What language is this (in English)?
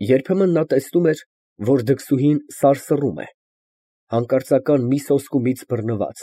Armenian